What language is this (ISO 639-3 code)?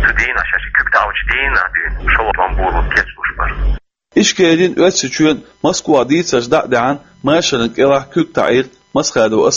che